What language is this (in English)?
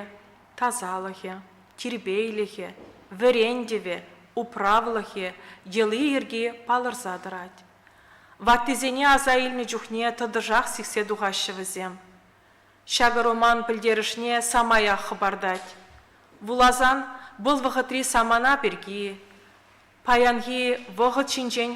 Chuvash